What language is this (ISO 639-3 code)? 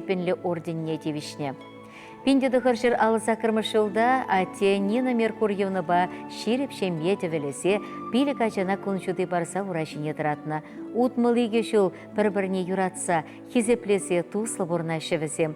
chv